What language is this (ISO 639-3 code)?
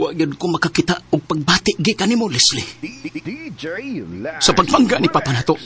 ceb